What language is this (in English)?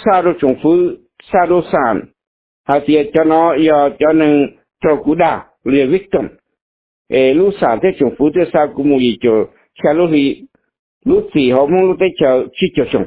Hmong